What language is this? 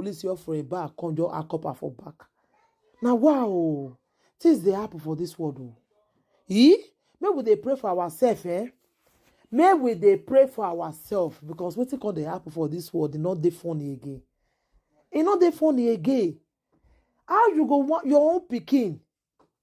Nigerian Pidgin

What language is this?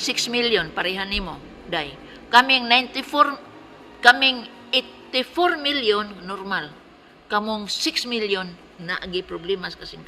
Cebuano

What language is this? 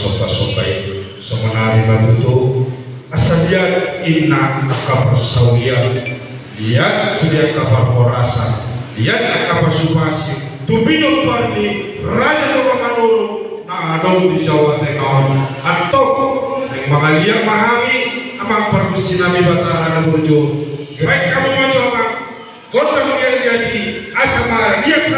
Batak Toba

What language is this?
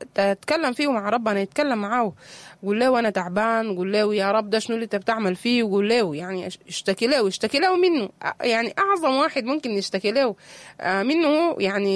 Sudanese Arabic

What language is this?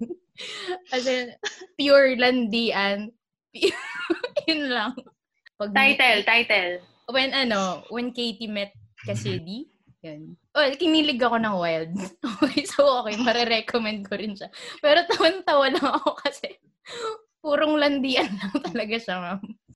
Filipino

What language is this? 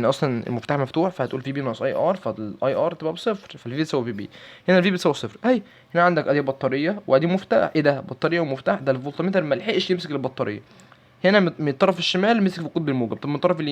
Egyptian Arabic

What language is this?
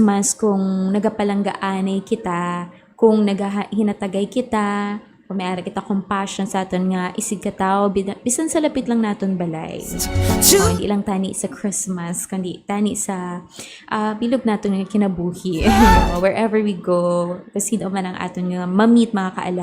Hiligaynon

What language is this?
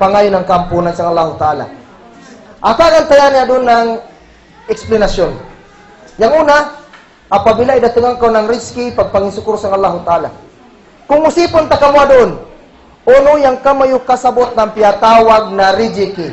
Kagan Kalagan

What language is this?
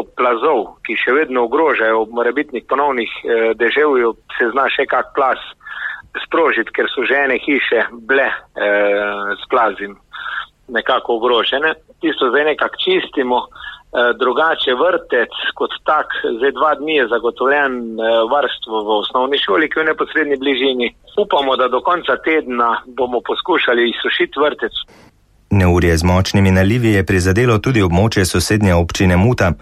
Slovenian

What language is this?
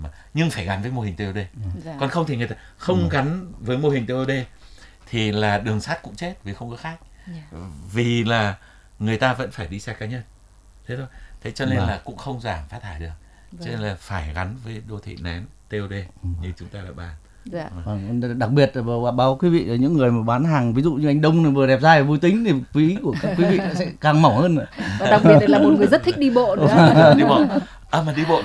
Vietnamese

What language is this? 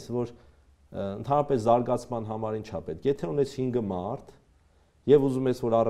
Armenian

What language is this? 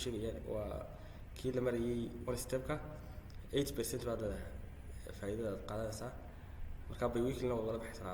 Somali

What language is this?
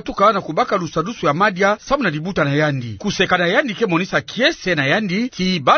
Kituba (Democratic Republic of Congo)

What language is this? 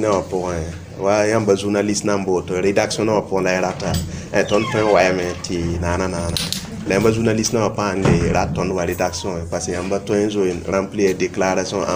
Mossi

